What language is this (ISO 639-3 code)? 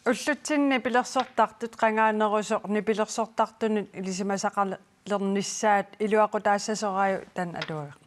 kal